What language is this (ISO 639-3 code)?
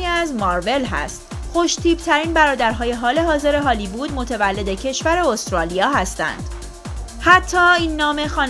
fas